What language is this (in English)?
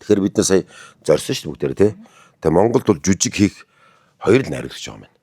Mongolian